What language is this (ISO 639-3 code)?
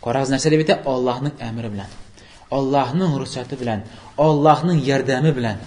tat